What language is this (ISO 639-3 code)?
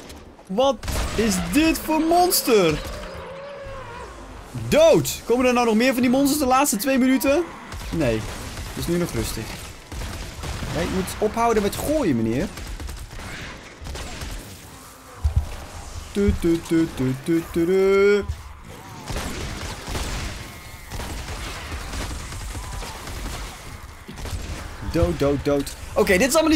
nld